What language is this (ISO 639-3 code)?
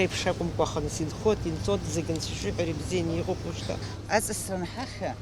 abk